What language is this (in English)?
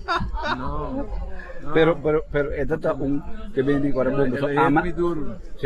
Papiamento